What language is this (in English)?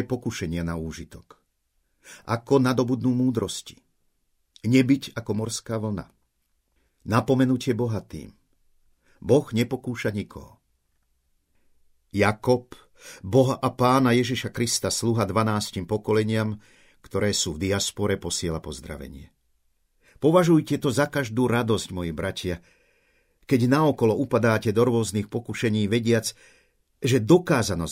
Slovak